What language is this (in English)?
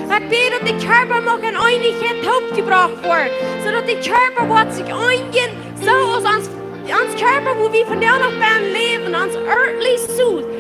Plautdietsch